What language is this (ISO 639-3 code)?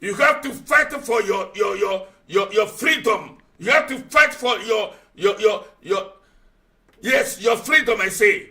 ewe